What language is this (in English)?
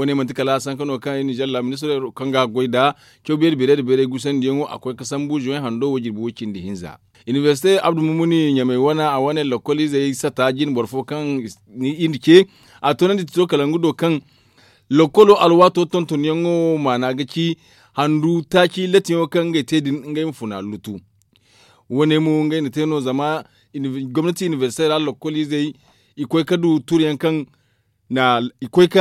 Zarma